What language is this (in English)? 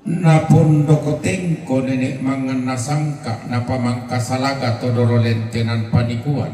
Toraja-Sa'dan